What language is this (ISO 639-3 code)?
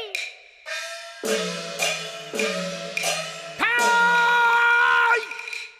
zho